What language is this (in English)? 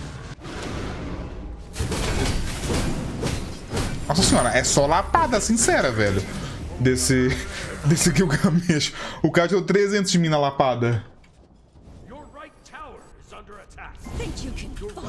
Portuguese